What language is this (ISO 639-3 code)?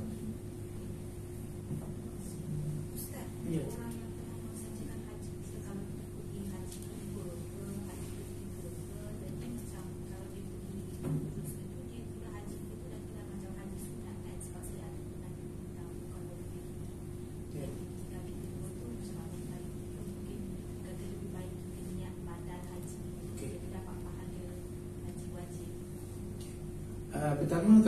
msa